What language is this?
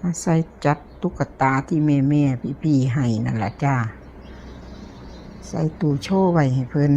Lao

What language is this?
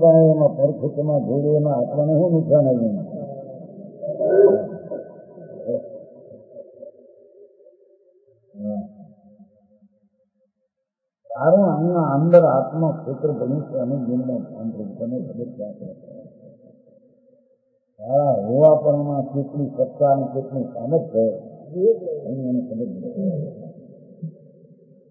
Gujarati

